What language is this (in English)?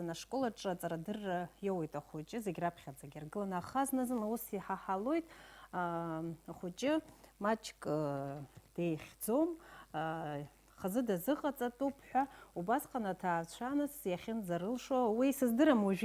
Abkhazian